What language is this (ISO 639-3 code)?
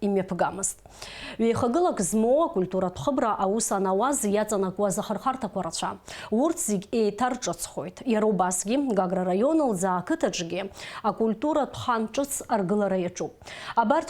abk